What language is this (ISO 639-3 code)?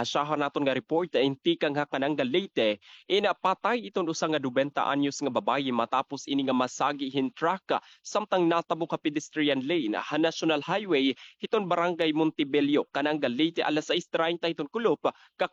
war